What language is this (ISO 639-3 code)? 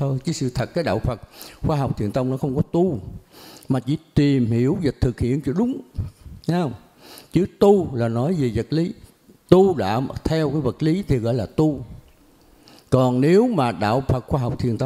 vie